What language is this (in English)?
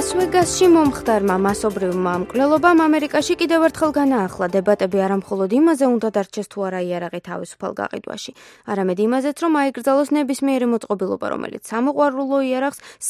Georgian